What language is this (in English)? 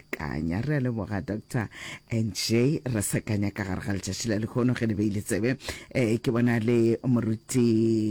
Northern Sotho